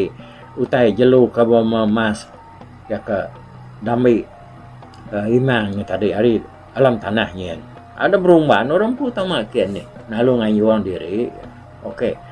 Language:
Iban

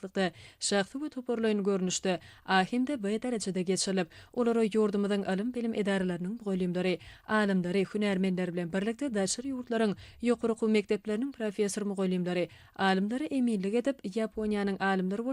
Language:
Turkmen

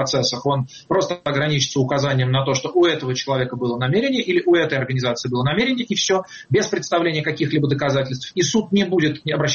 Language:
Russian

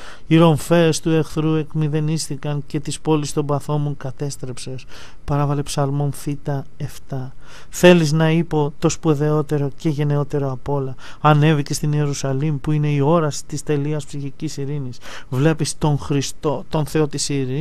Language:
Greek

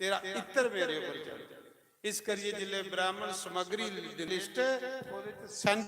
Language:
Dogri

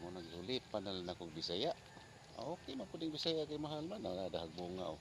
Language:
Cebuano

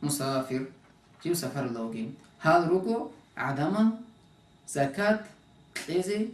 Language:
Avaric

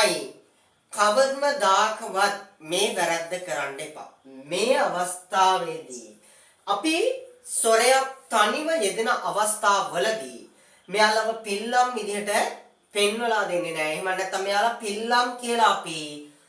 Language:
Sinhala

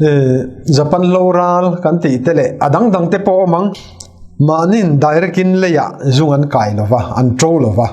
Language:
Mizo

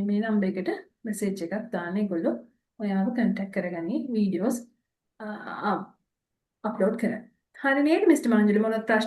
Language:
Sinhala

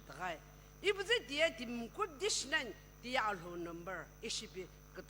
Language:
Sumi Naga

